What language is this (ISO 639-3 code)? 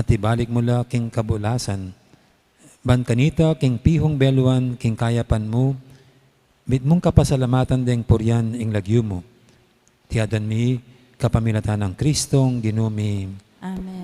pam